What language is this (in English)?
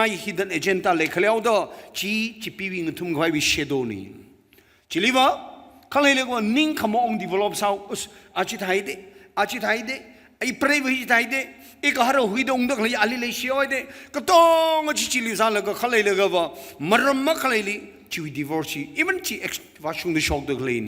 Tangkhul Naga (India)